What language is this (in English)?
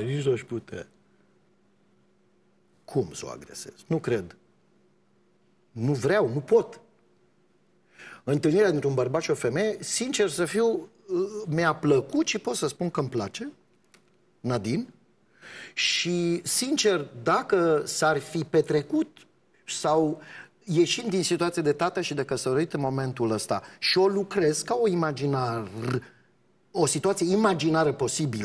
Romanian